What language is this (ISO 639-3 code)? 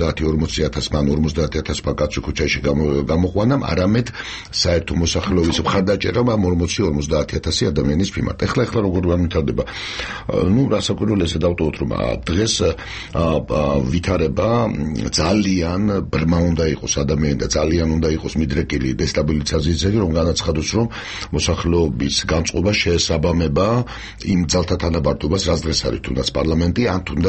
kat